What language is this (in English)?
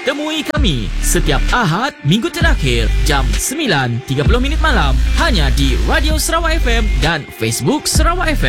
Malay